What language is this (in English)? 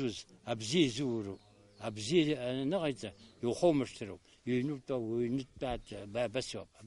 Abkhazian